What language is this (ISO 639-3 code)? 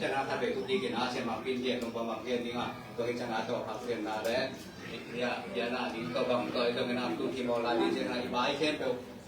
ctd